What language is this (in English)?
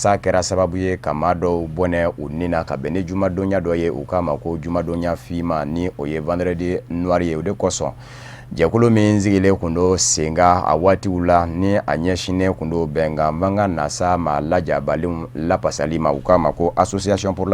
Bambara